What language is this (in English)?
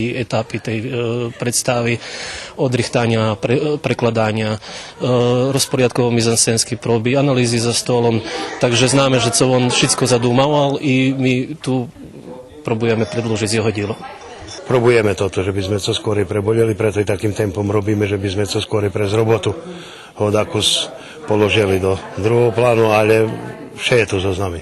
Rusyn